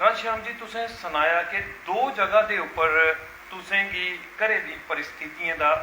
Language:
Dogri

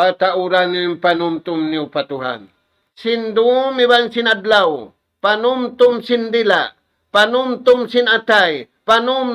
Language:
Tausug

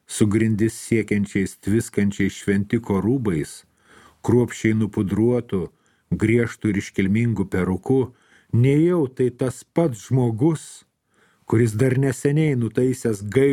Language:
Lithuanian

